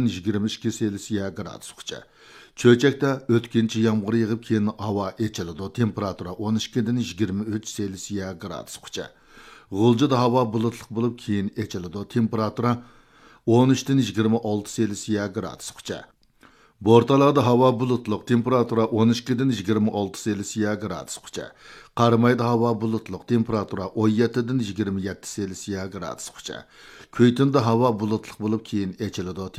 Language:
Uyghur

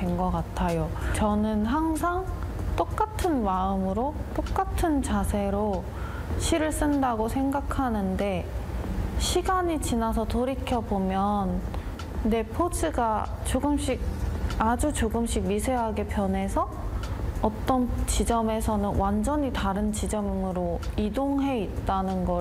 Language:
Korean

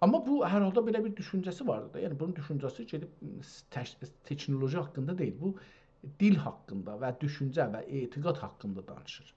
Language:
South Azerbaijani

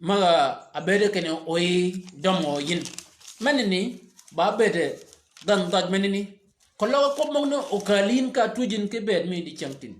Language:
Shilluk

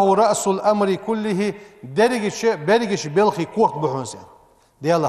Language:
Ingush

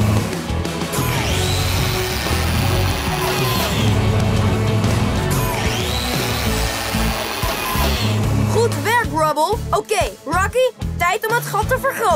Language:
Dutch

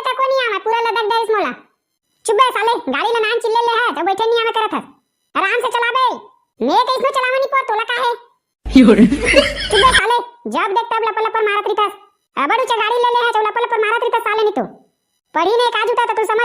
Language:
Chhattisgarhi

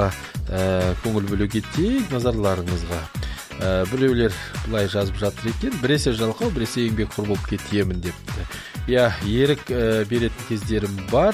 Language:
Kazakh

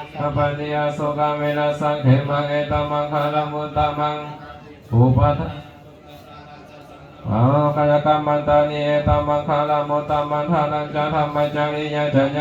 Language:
Pali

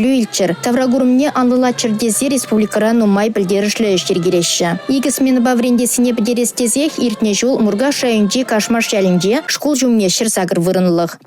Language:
Chuvash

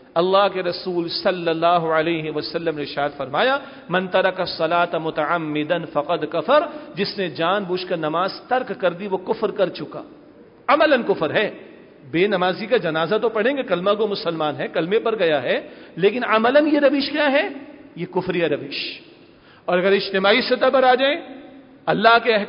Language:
Urdu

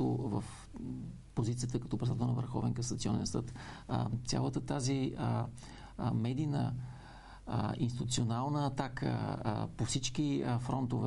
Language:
Bulgarian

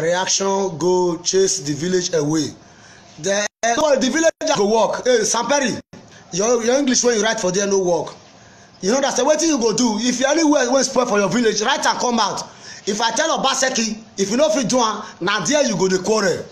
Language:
Nigerian Pidgin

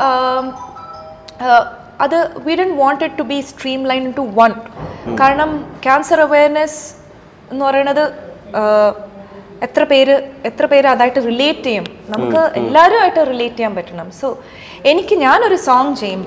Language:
Malayalam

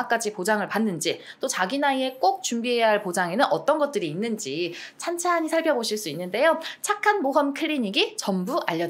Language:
Korean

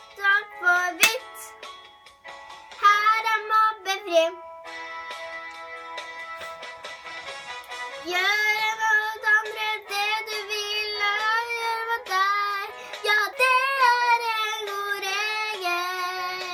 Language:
Norwegian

